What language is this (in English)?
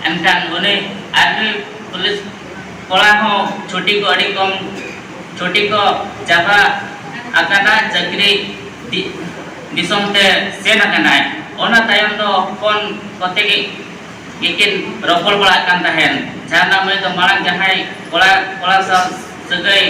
Santali